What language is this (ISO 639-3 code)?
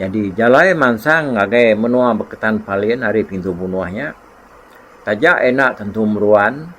iba